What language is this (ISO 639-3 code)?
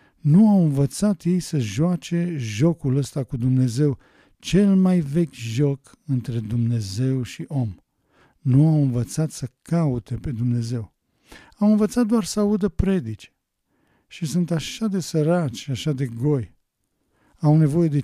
ron